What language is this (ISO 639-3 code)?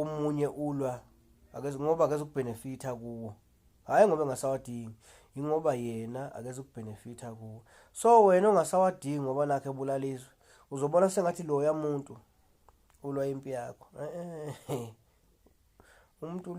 zul